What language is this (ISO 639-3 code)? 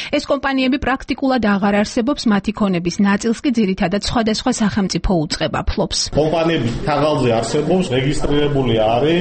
kat